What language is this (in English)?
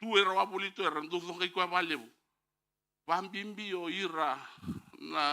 Fijian